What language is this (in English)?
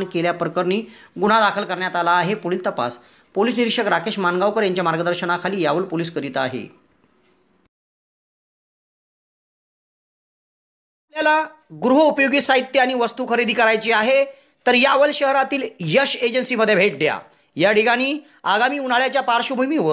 Marathi